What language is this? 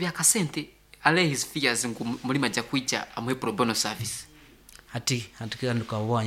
Nyankole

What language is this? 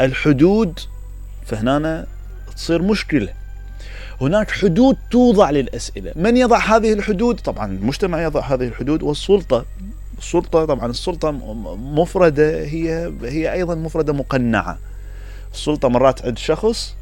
Mesopotamian Arabic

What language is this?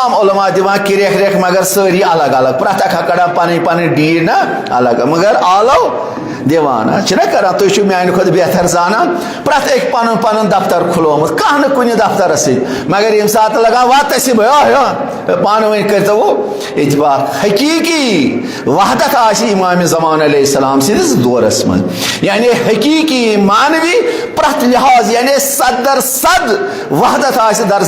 Kashmiri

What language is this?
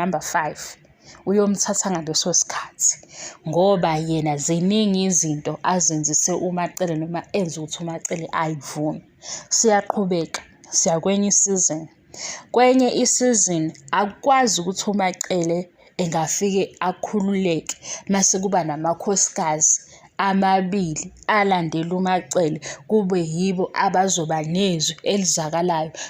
Zulu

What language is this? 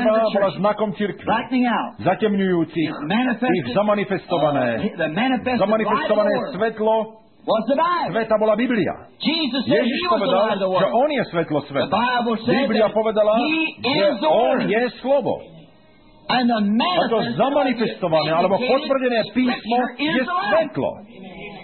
Slovak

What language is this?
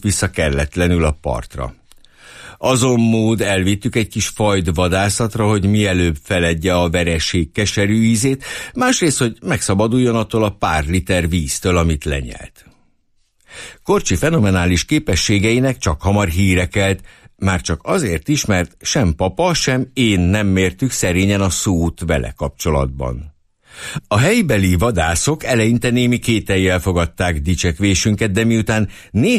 Hungarian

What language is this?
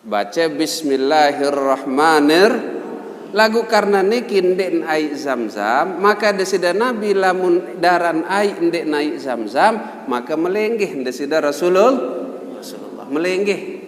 Sasak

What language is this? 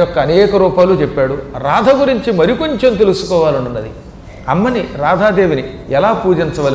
Telugu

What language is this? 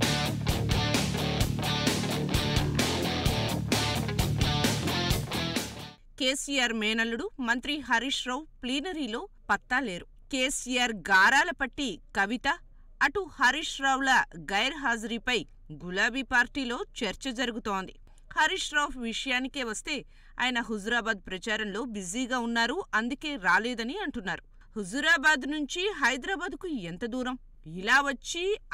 Telugu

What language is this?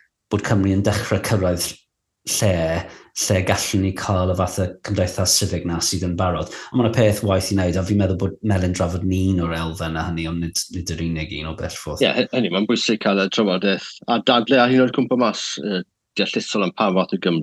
Welsh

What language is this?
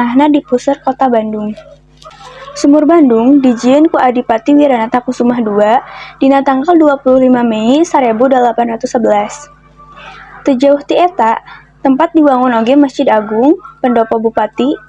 Sundanese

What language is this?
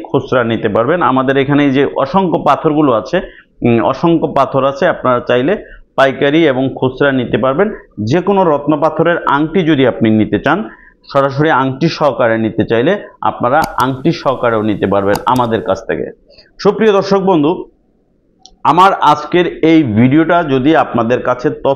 Bangla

